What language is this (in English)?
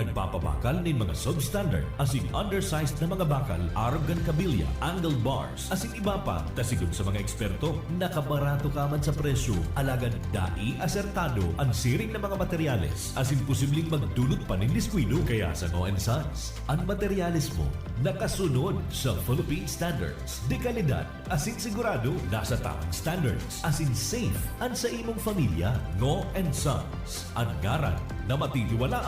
Bikol